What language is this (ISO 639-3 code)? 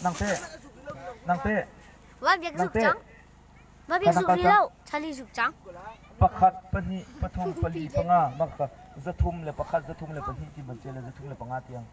cnh